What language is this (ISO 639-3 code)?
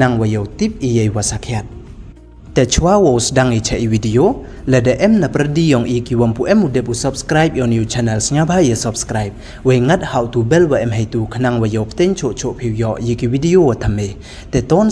pbv